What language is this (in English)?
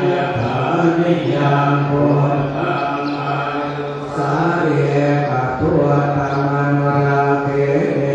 Pali